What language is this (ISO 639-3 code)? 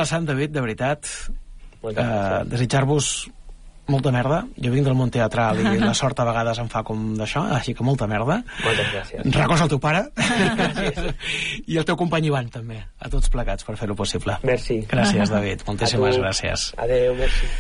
cat